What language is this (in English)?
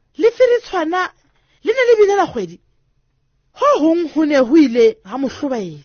Southern Sotho